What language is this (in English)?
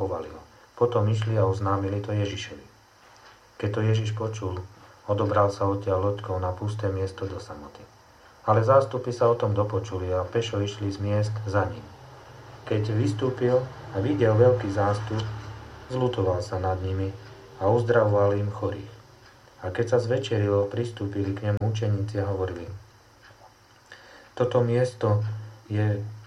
Slovak